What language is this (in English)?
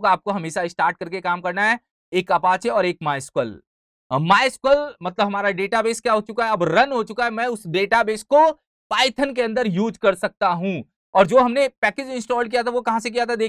Hindi